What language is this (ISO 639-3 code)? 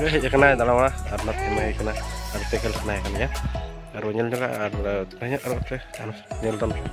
sat